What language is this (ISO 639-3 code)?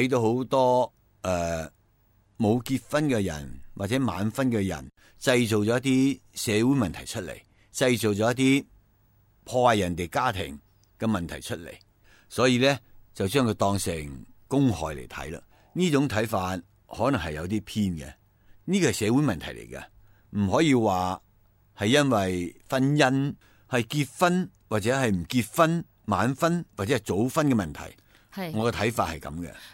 yue